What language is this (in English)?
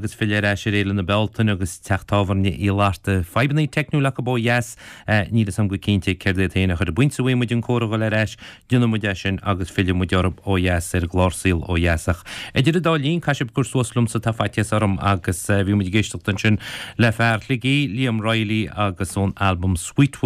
Irish